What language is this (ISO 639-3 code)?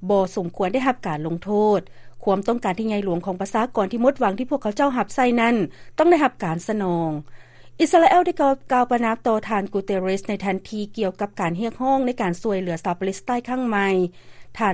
lao